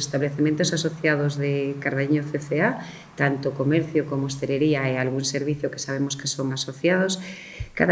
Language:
Galician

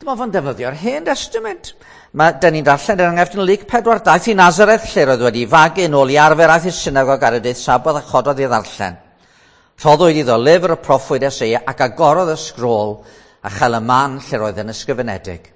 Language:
Welsh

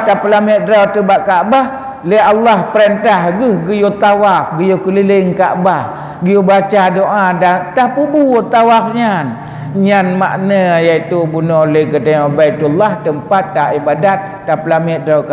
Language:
Achinese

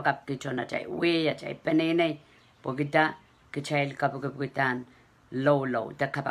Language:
Pohnpeian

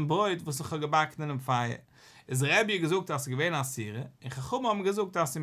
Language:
Yiddish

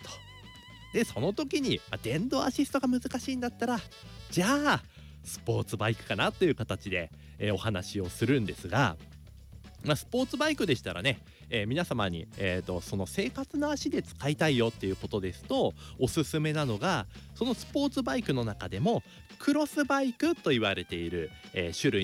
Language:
Japanese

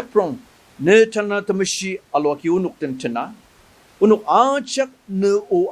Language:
Ao Naga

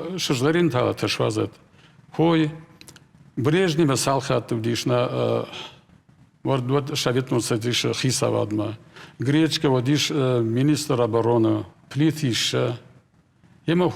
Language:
Ossetic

